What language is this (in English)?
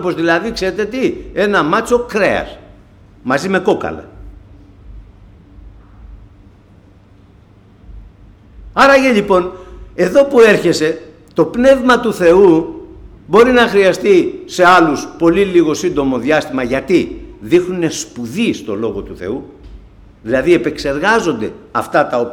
Greek